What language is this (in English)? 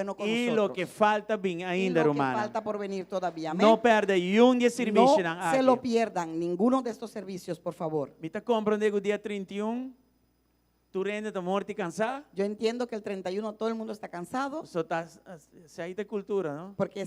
Papiamento